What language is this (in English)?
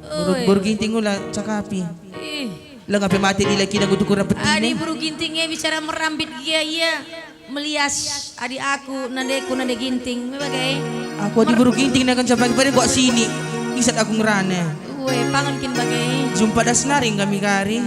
Batak Karo